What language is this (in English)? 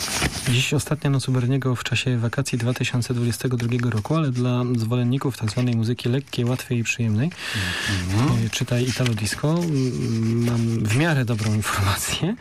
Polish